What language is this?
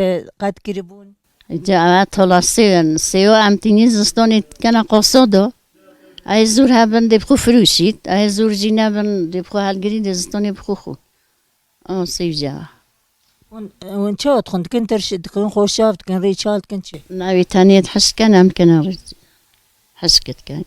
Kurdish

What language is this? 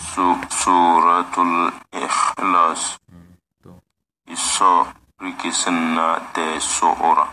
Tem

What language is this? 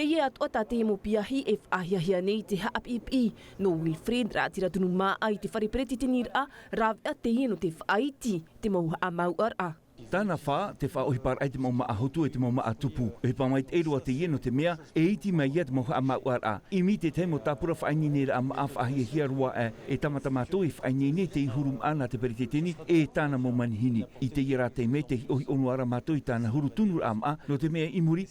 Tahitian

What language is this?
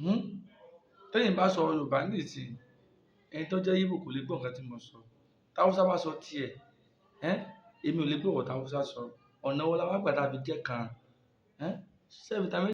Yoruba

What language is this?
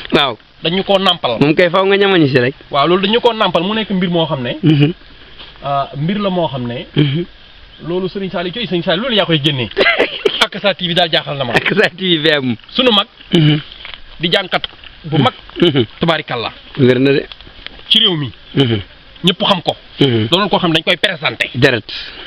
Wolof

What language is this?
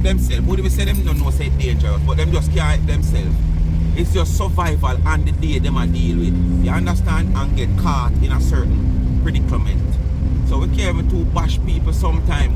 Jamaican Creole English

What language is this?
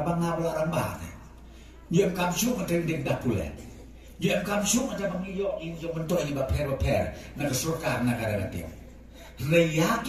Khasi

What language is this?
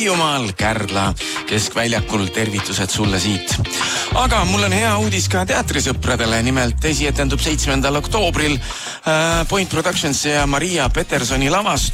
Estonian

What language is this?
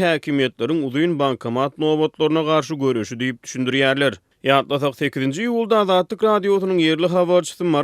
Turkmen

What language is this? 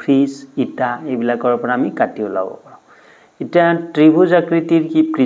Assamese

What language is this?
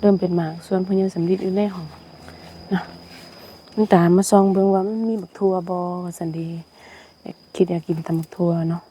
Lao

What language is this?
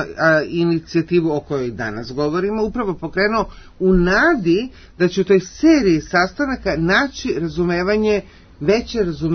Serbian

